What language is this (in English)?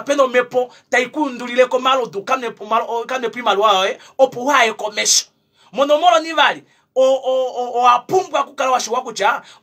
Kuanyama